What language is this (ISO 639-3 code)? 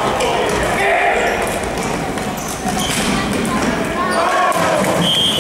fin